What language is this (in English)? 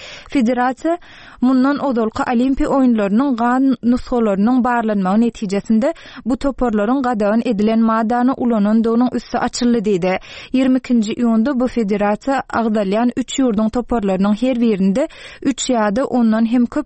Turkmen